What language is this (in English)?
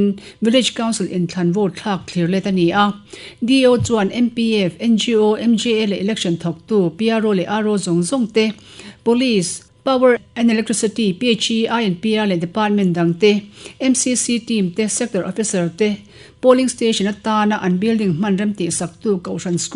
Mizo